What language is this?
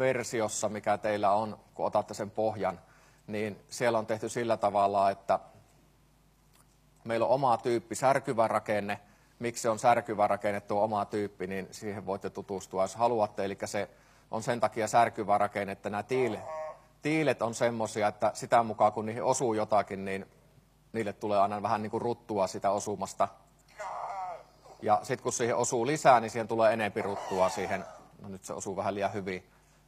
Finnish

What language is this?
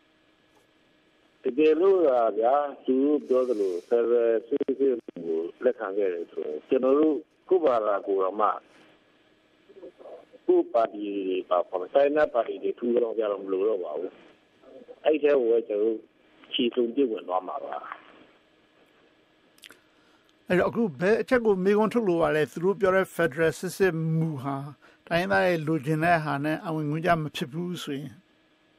Burmese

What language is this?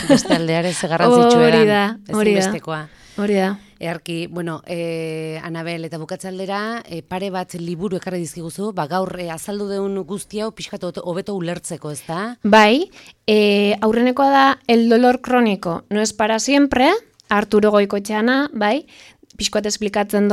Basque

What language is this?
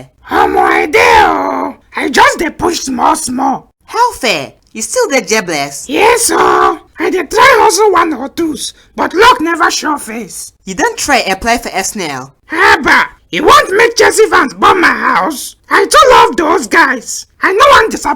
Nigerian Pidgin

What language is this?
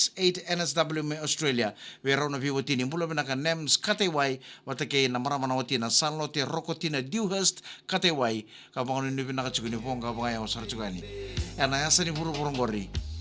Fijian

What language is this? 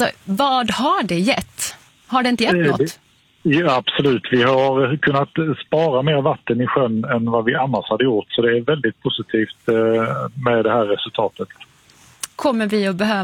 Swedish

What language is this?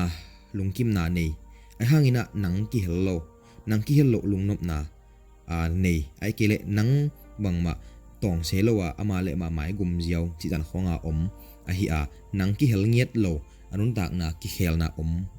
Tedim Chin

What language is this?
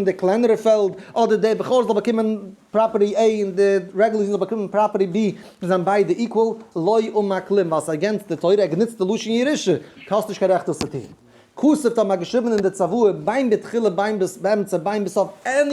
Yiddish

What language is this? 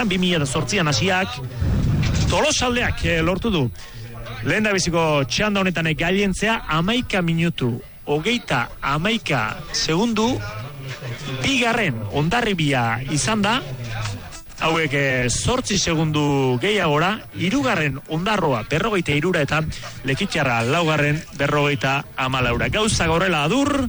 Basque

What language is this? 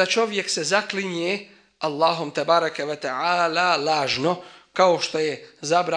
Bosnian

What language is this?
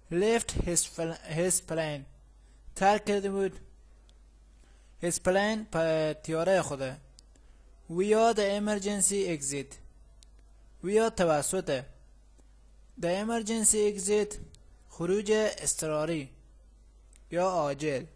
Persian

